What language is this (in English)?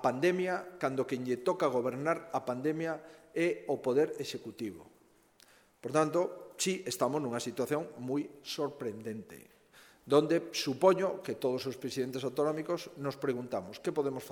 Galician